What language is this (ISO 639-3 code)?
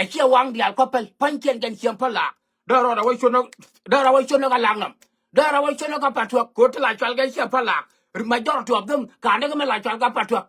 nus